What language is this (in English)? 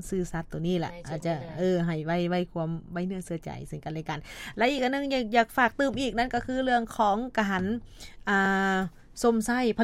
Lao